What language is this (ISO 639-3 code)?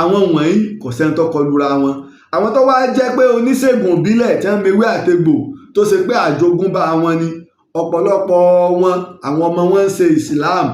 yor